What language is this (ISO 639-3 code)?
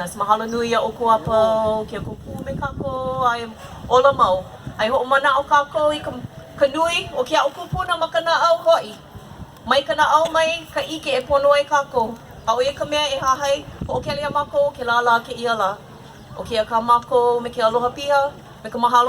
haw